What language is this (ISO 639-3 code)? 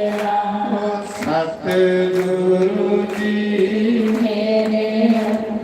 doi